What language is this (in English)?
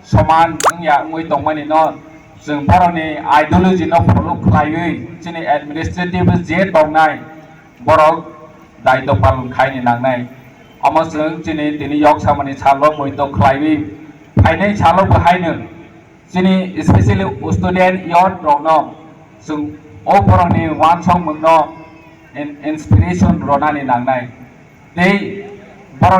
Kok Borok